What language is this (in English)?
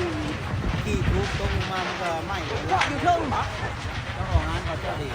Lao